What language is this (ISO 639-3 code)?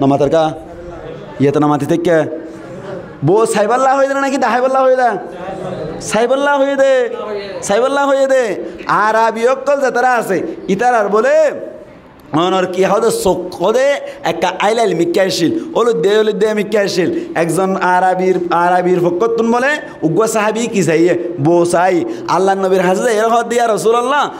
rhg